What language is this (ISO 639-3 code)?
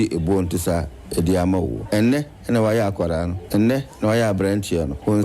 aka